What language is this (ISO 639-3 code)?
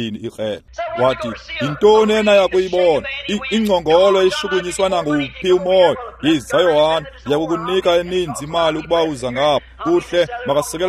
xho